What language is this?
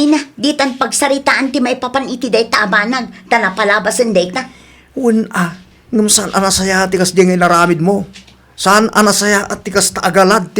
Iloko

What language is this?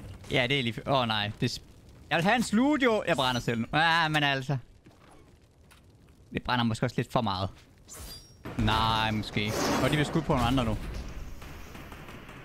Danish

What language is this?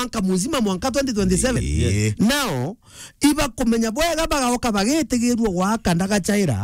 Meru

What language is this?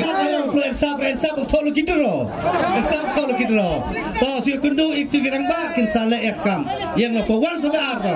Khasi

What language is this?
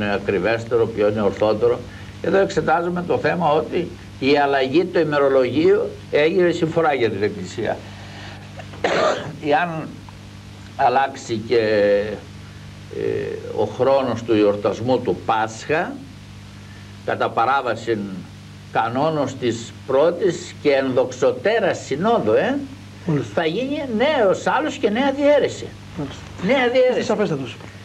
Greek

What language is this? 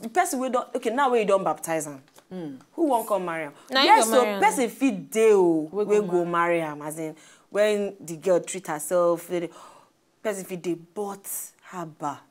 Nigerian Pidgin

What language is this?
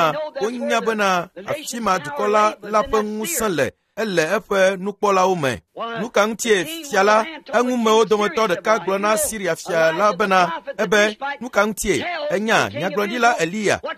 Ewe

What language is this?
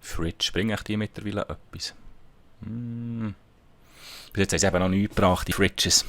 Swiss German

